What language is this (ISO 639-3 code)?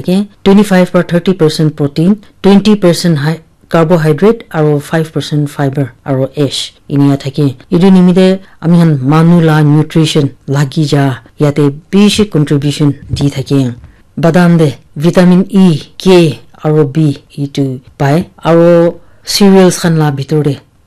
nag